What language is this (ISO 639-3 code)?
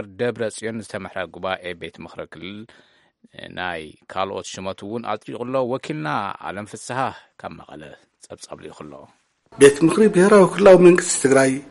tir